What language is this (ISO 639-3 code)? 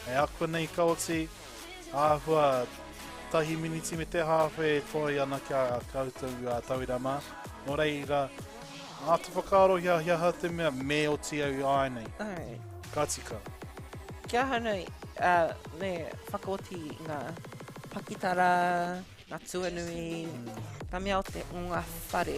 mri